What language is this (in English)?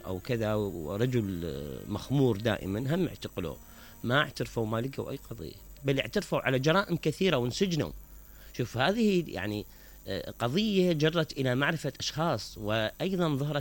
Mesopotamian Arabic